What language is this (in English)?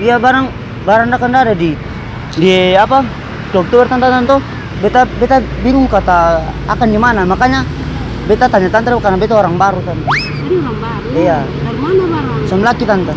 Ambonese Malay